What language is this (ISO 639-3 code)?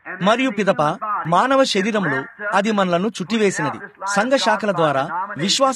tel